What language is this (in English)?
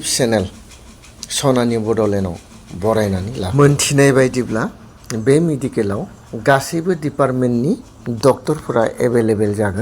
Bodo